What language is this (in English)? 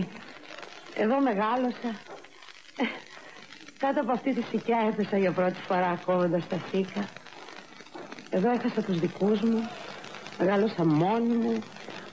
Greek